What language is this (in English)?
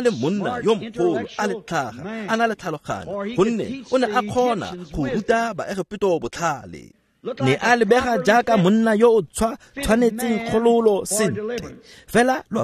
Tswana